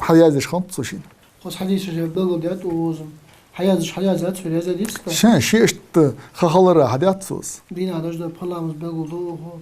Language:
Ingush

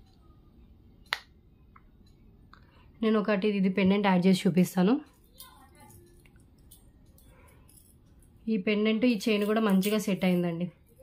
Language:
Telugu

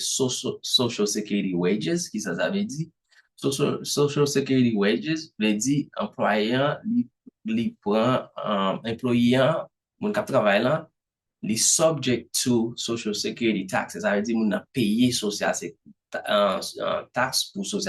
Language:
Haitian Creole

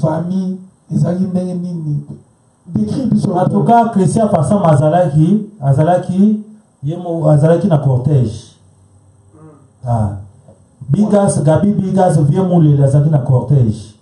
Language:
Lingala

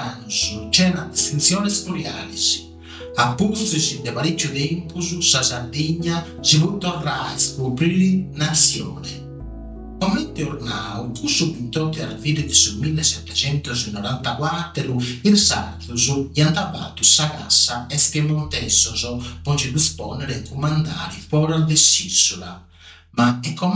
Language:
Sardinian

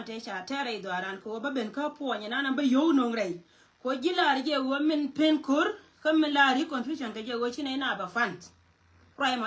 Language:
Nuer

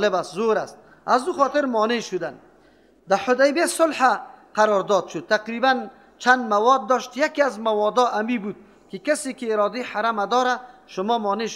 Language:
Persian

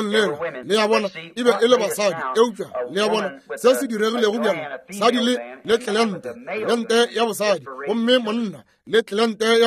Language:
Northern Sotho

